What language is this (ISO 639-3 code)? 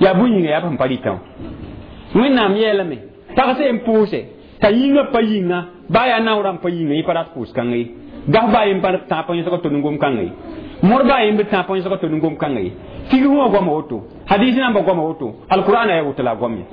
mos